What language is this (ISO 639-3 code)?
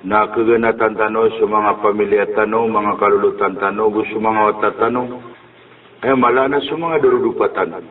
mrw